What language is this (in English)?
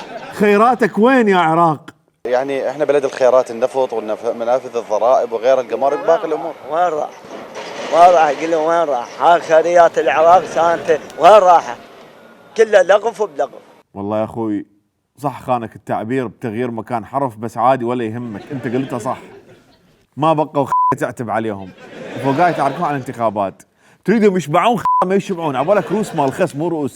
Mesopotamian Arabic